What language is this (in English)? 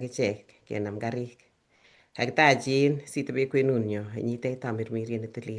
Kalenjin